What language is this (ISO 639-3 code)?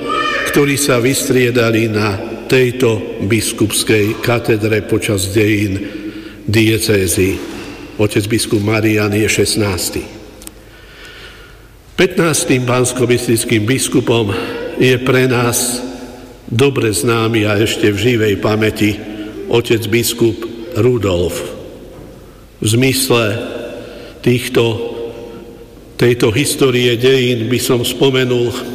slk